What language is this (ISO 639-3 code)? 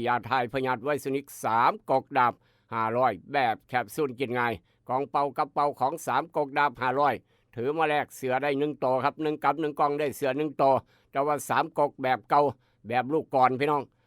tts